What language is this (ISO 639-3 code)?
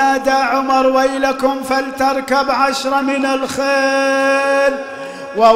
ara